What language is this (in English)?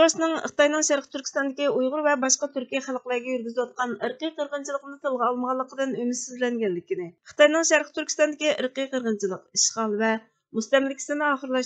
Uyghur